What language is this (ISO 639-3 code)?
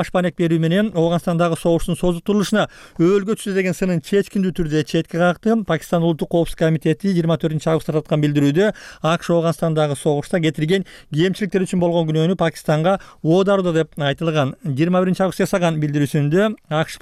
kir